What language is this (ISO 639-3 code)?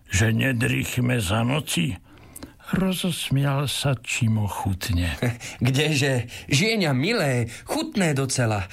slk